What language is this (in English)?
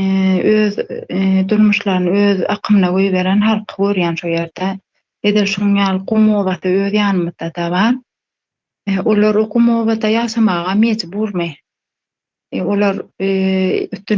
Turkmen